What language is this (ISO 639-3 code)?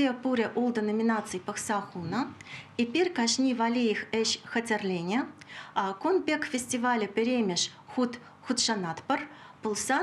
chv